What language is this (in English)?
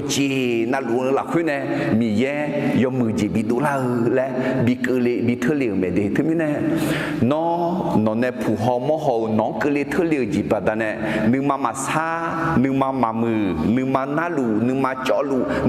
Akha